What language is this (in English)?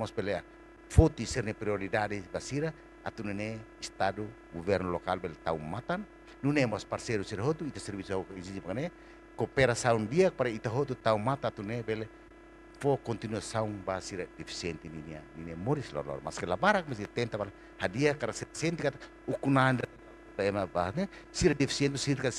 Tetum